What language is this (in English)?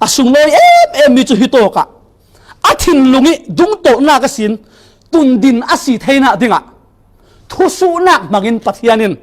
Falam Chin